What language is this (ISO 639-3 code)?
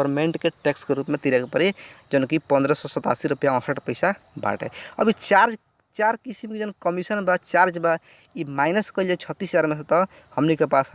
bho